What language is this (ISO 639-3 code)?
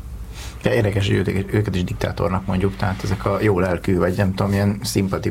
hun